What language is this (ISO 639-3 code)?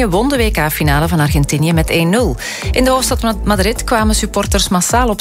nld